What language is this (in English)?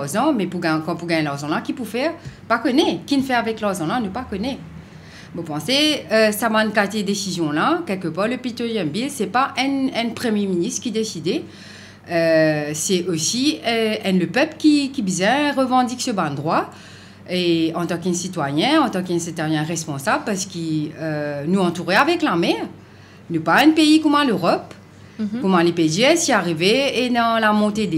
Morisyen